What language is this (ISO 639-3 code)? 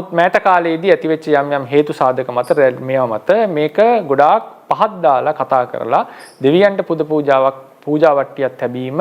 sin